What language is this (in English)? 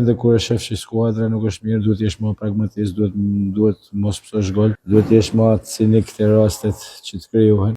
Albanian